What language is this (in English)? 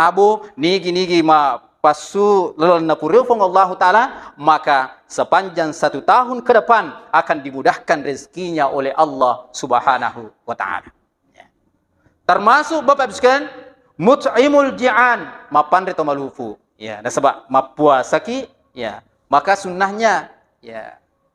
Buginese